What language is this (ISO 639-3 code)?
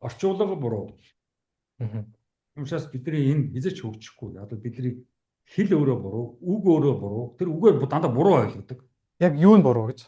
mon